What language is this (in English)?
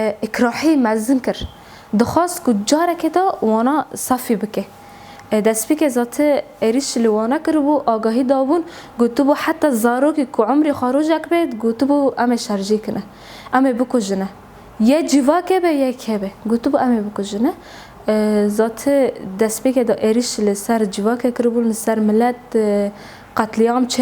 Kurdish